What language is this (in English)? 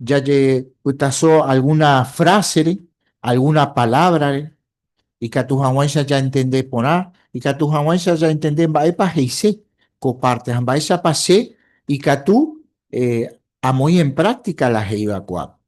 Guarani